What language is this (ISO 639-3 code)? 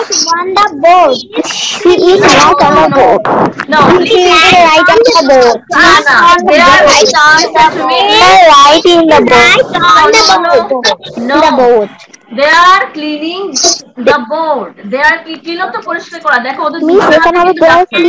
ben